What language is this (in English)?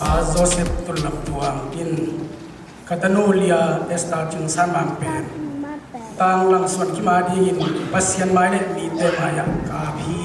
Tedim Chin